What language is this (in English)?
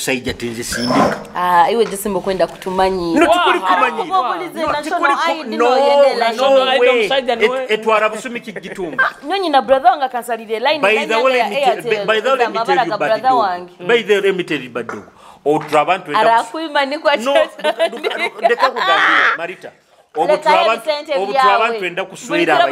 Nyoro